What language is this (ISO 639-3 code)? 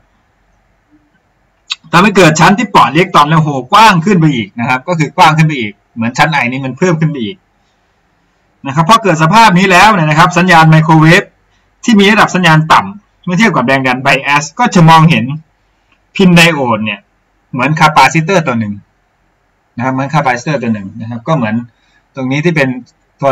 tha